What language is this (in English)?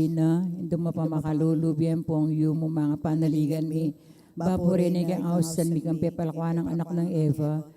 Pampanga